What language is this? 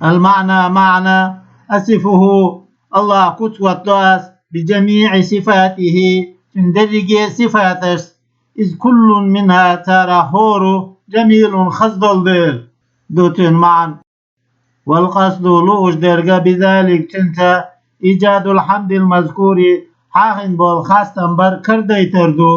Chechen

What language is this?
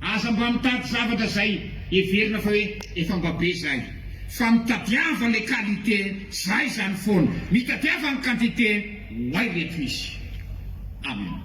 Malagasy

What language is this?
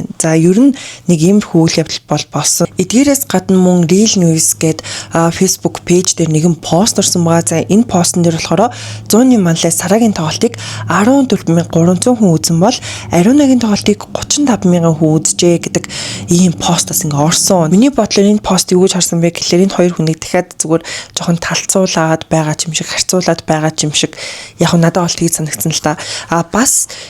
Mongolian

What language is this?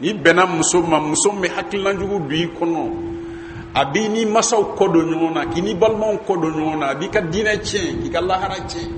Bambara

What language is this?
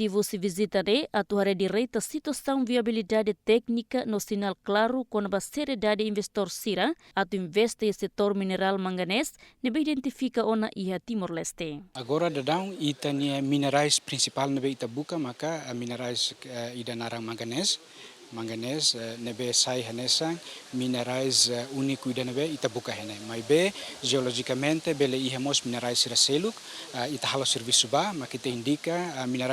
Tetum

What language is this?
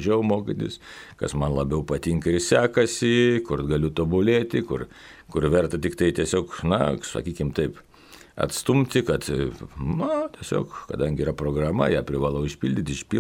Lithuanian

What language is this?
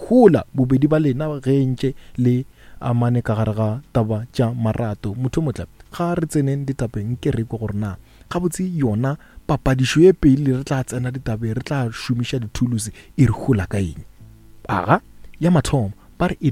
Northern Sotho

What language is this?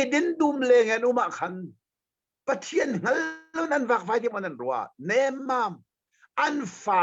Hakha Chin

